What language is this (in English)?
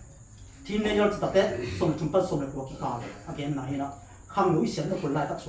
Tedim Chin